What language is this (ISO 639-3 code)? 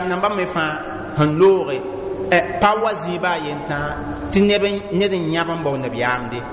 mos